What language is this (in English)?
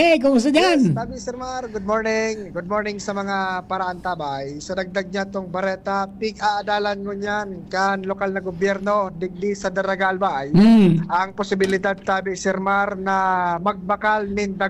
Bikol